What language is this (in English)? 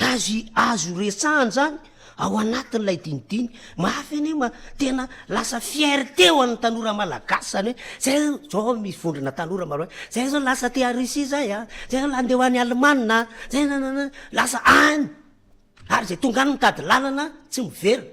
Malagasy